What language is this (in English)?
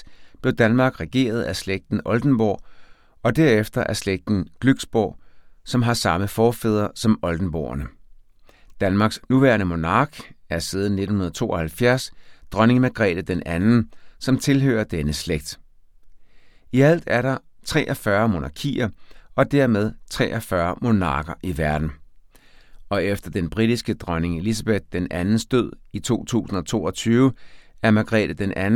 Danish